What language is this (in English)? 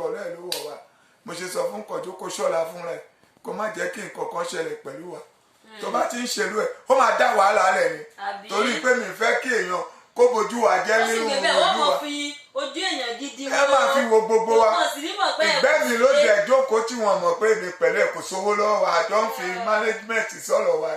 Yoruba